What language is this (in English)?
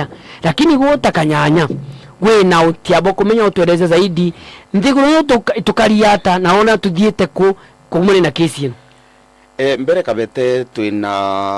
Meru